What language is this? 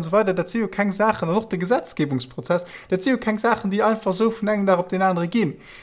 Luxembourgish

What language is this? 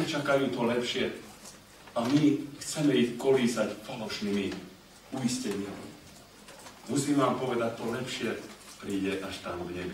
Slovak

